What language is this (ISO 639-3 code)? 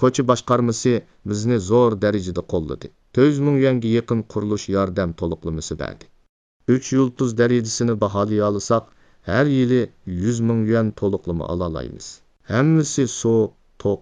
uig